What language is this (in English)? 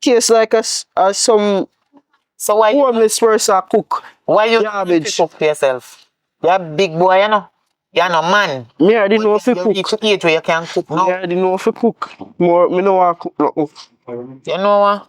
Jamaican Creole English